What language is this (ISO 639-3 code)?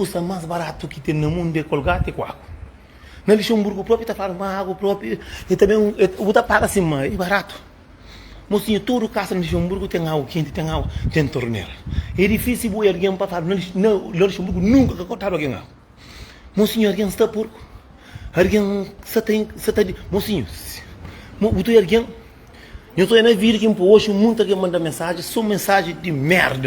kea